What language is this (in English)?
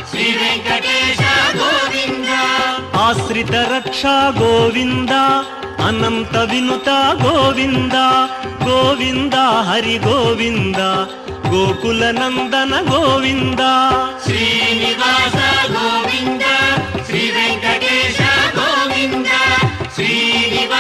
Telugu